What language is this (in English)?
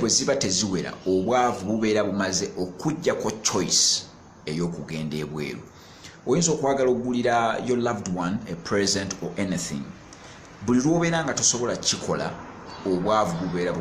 Ganda